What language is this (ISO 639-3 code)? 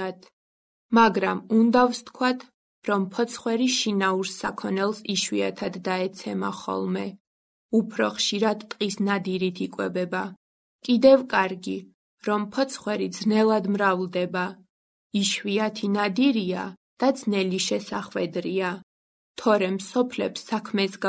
kat